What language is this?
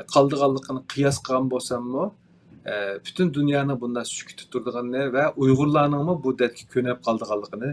Uyghur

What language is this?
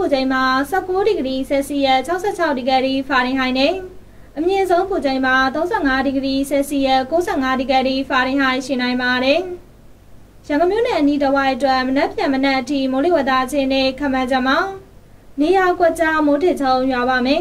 Burmese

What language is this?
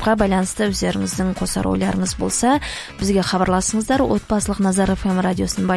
Kazakh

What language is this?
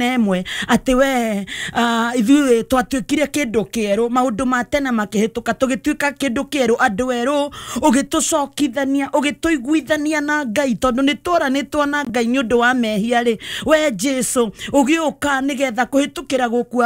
Kikuyu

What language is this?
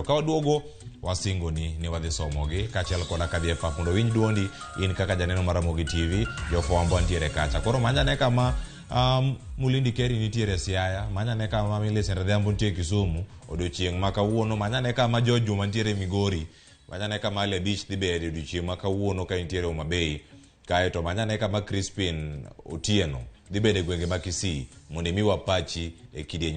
Luo (Kenya and Tanzania)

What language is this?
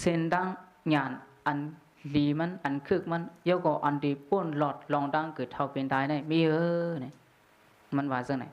Shan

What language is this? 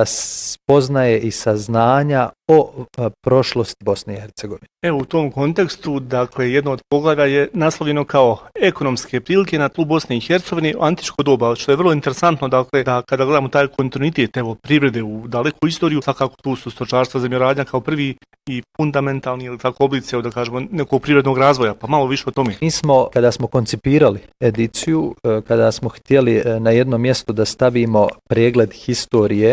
Bosnian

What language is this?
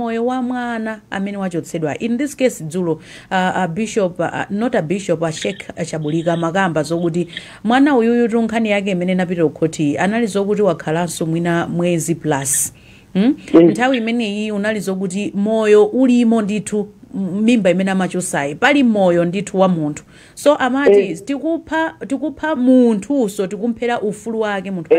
Nyanja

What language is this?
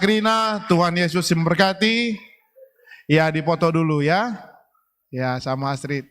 Batak Karo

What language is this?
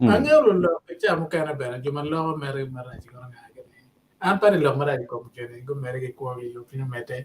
Acoli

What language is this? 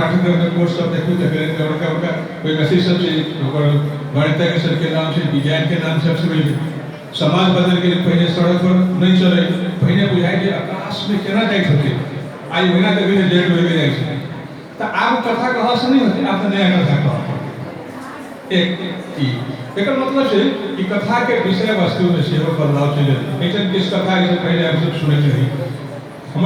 Maithili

